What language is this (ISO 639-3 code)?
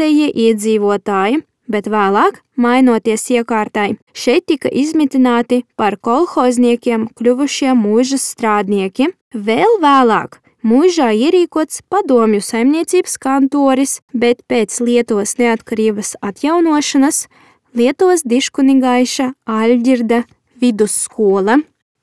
lav